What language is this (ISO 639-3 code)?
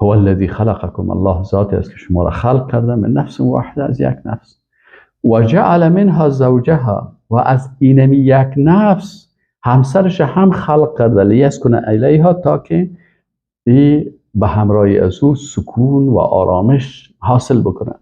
fas